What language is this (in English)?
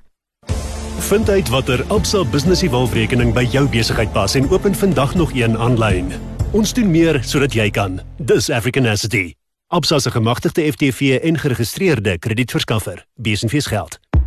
Afrikaans